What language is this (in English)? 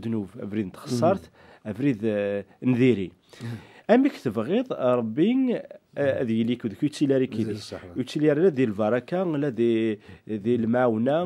Kabyle